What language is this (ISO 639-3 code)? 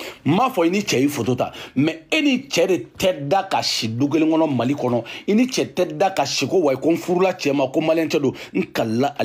bam